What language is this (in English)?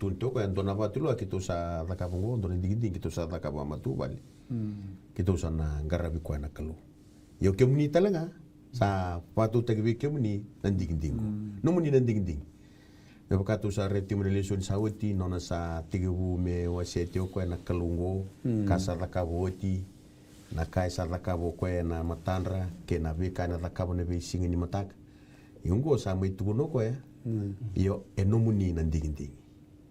Fijian